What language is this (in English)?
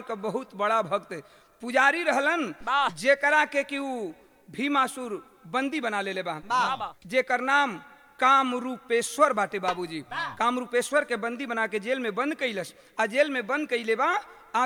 Bhojpuri